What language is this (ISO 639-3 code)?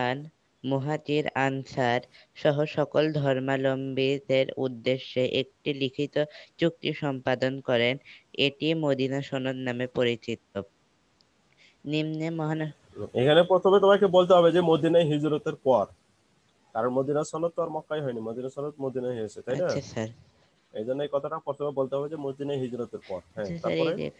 ben